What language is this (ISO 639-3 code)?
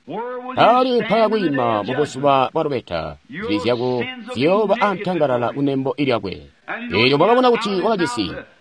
toi